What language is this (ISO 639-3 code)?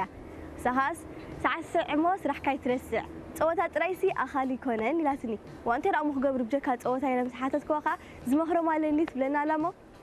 tir